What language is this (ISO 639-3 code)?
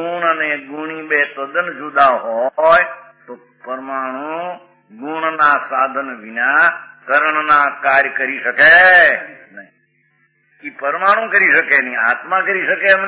guj